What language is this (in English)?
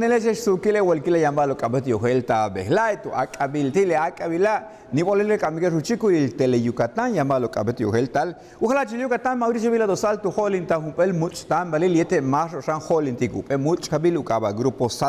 Yucateco